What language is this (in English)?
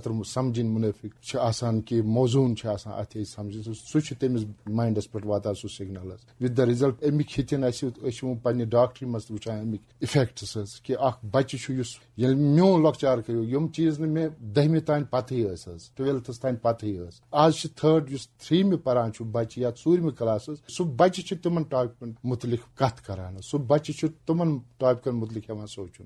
Kashmiri